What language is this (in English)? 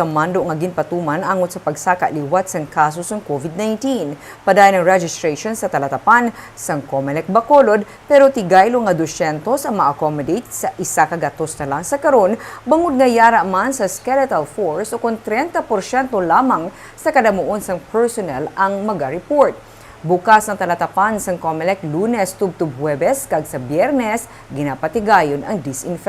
Hiligaynon